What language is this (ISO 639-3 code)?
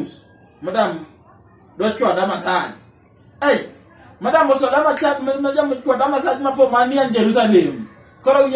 luo